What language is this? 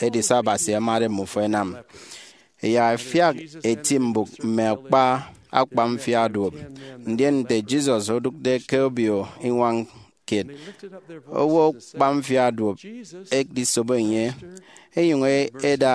Efik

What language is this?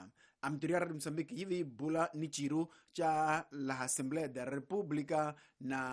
Tsonga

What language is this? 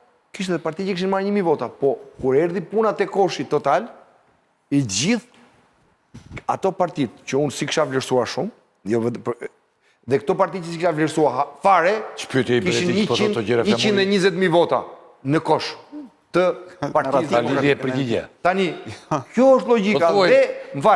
Albanian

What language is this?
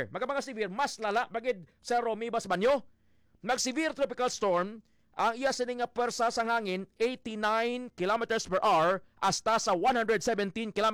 Hiligaynon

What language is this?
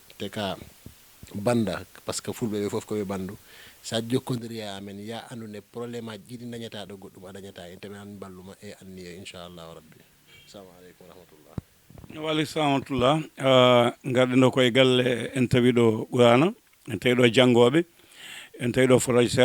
Fula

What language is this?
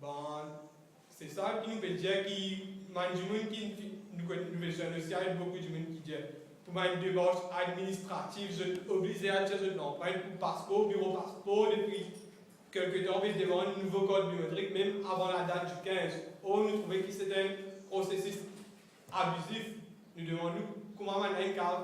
Morisyen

